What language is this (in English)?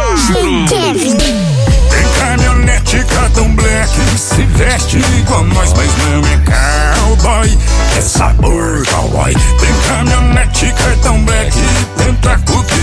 Portuguese